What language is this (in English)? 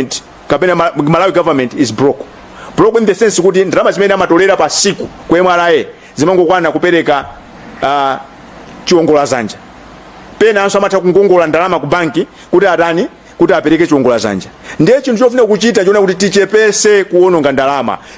Nyanja